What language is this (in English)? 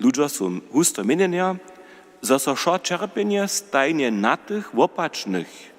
Upper Sorbian